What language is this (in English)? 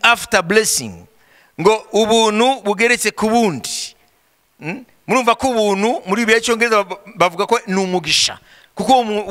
Kinyarwanda